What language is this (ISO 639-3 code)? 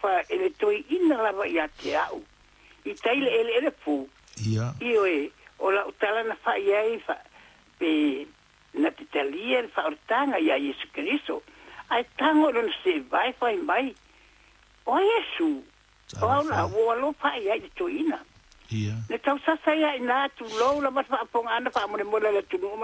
smo